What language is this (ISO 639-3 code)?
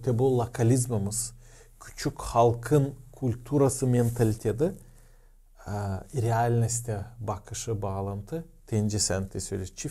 gag